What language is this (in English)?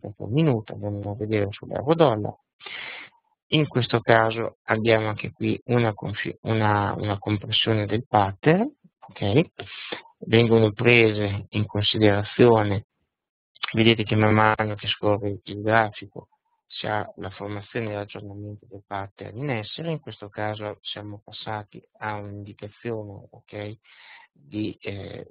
Italian